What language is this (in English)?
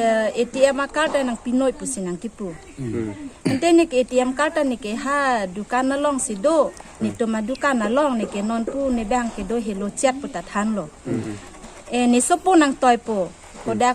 Karbi